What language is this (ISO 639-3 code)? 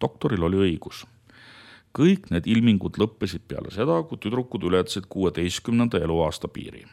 est